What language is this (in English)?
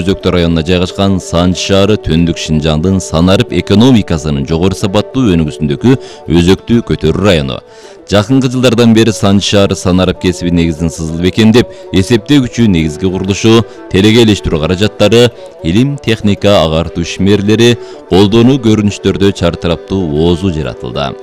Kyrgyz